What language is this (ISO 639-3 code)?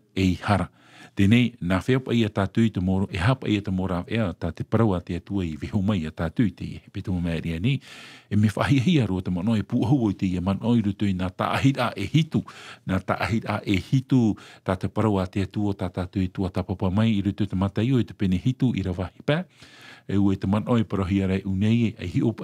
tah